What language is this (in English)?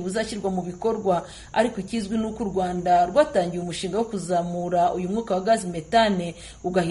Kinyarwanda